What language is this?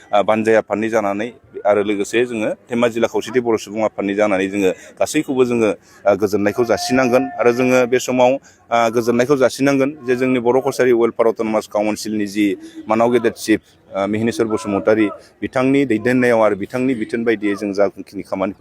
Bodo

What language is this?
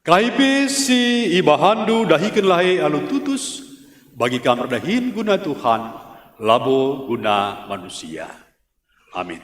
Batak Karo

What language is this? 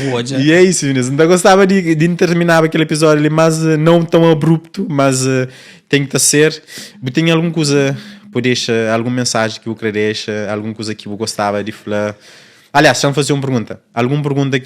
Kabuverdianu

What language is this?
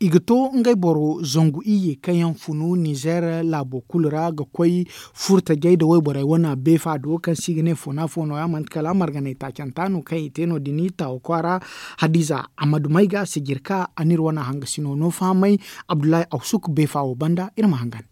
Zarma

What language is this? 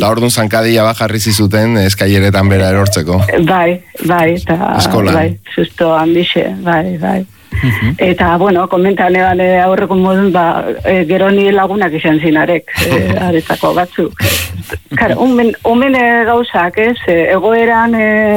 Basque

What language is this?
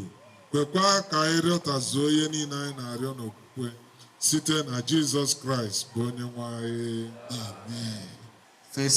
Igbo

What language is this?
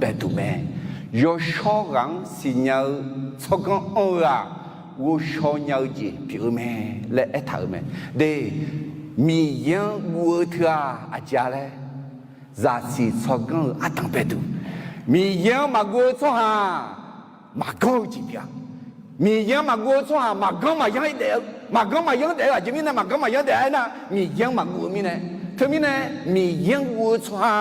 Akha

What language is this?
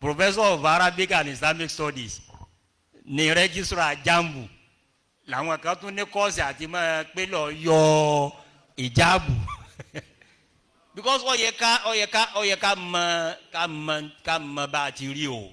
Yoruba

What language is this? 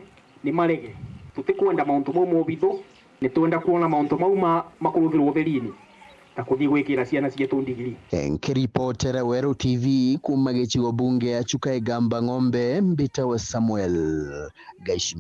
Meru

